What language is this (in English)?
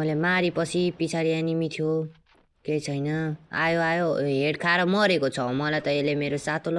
Nepali